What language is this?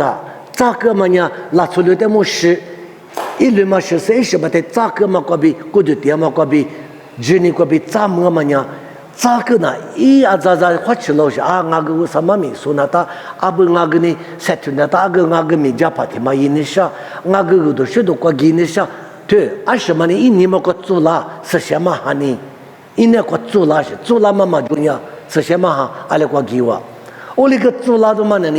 Lisu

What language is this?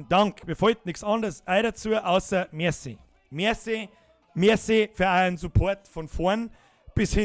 Bavarian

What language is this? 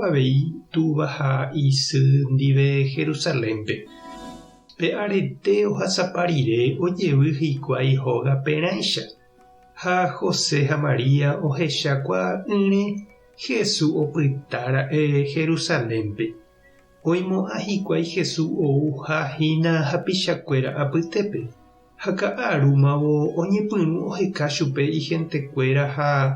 Guarani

